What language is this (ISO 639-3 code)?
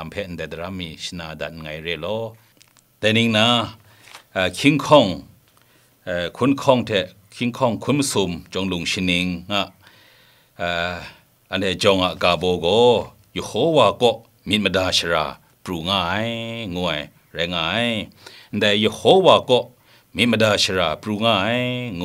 kac